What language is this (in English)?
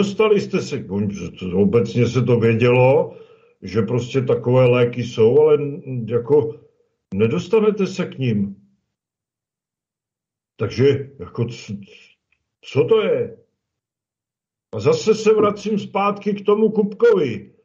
Czech